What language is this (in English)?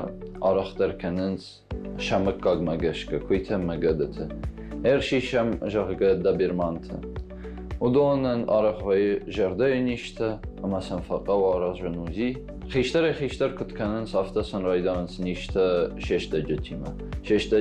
Ossetic